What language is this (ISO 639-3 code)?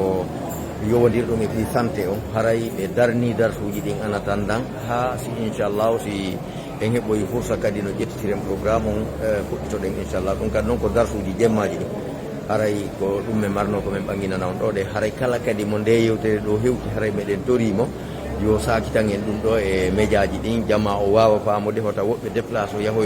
fuf